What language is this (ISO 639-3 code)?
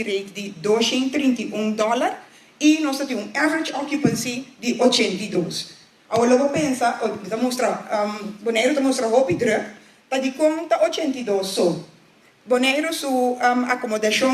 pap